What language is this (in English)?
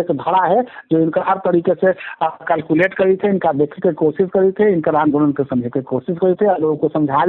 Magahi